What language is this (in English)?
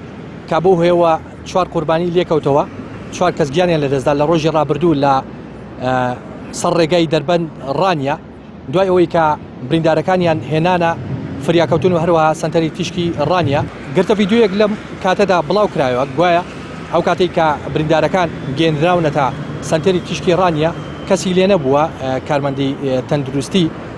Central Kurdish